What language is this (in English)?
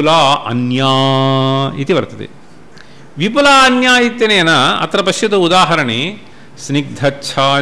Sanskrit